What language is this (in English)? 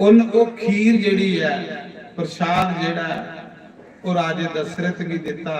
Dogri